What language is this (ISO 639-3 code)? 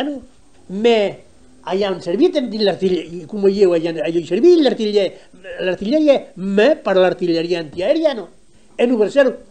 oci